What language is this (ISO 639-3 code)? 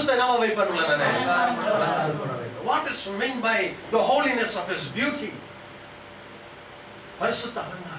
tam